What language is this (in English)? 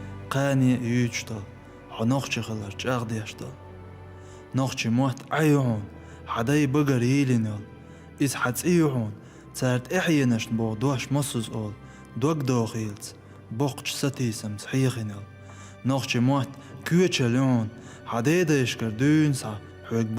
Chechen